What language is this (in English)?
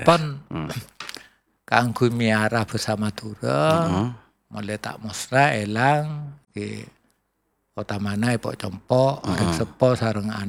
Madurese